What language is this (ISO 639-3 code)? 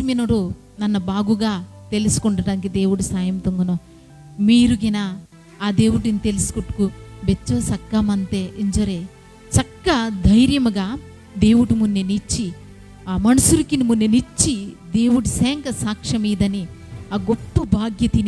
kff